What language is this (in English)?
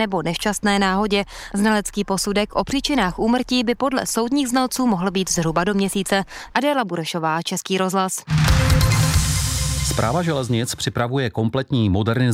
Czech